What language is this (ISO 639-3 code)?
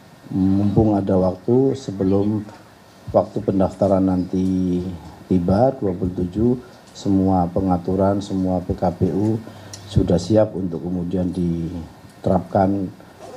ind